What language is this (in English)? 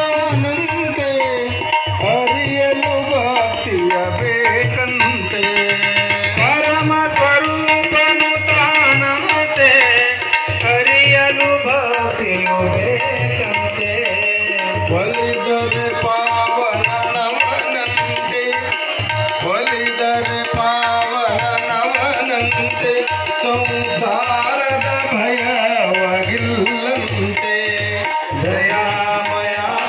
Kannada